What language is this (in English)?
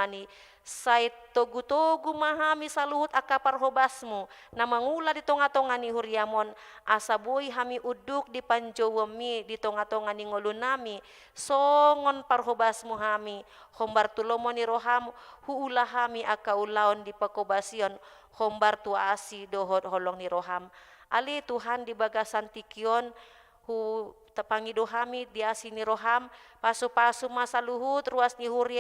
Batak Toba